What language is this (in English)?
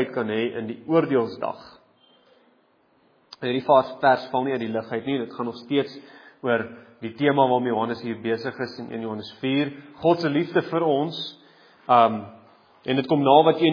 Afrikaans